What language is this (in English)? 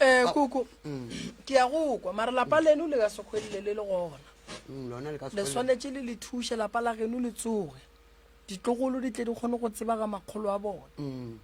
Northern Sotho